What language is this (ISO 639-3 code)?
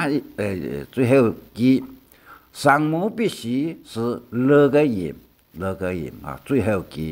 hak